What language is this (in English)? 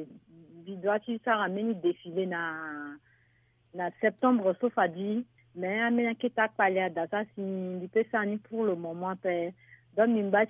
Sango